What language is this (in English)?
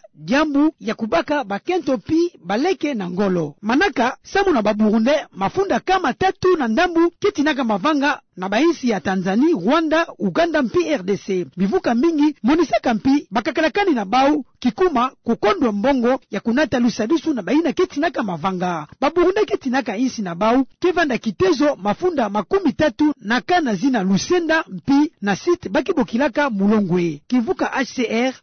Kituba (Democratic Republic of Congo)